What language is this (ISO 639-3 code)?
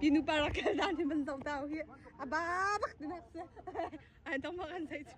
cnh